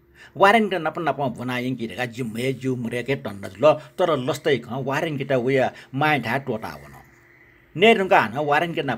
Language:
Newari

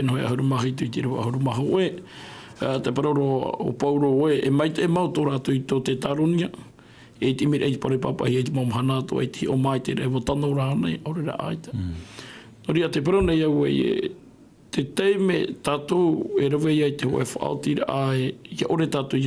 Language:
Tahitian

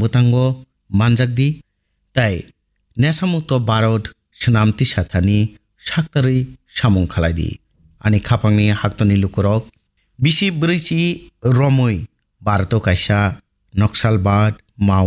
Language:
Kok Borok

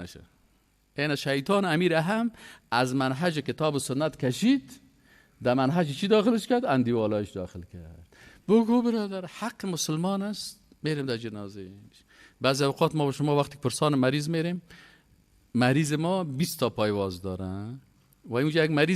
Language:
Persian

